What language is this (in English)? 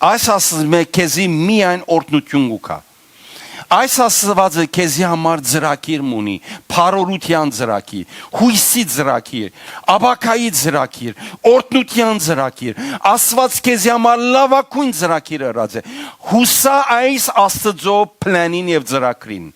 Western Armenian